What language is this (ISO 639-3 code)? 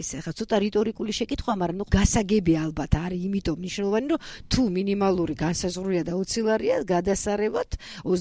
kat